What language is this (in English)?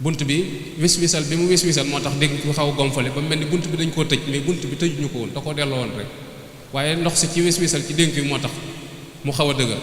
Wolof